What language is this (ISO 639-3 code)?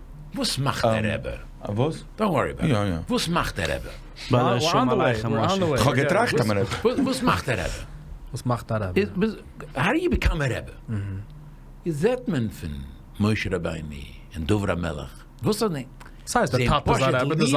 yid